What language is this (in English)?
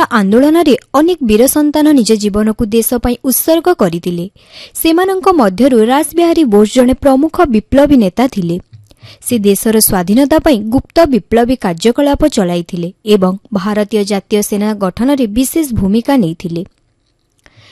Odia